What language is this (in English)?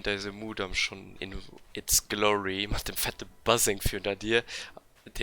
Luxembourgish